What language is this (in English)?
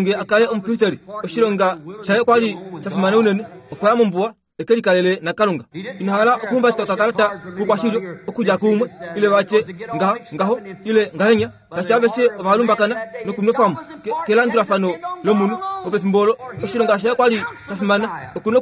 Kuanyama